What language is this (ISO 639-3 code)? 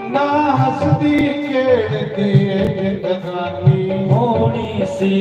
doi